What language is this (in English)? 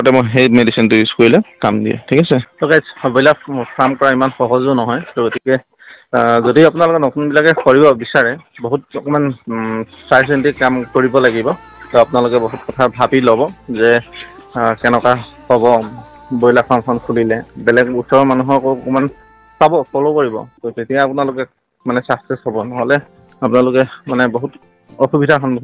Assamese